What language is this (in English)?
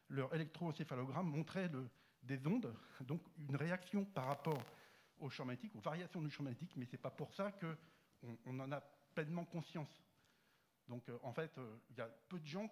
French